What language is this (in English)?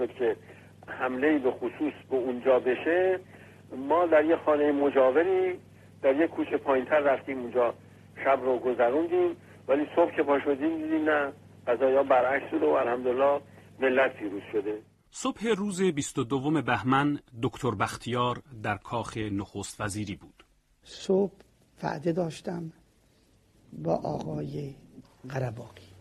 Persian